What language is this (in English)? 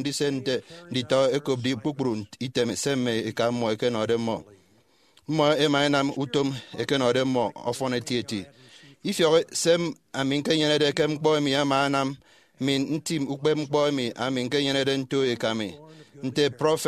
Efik